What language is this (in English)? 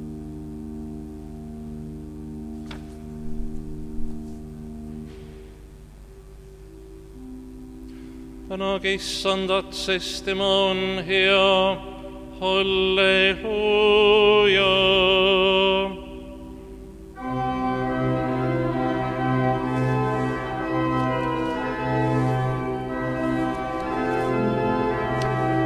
Estonian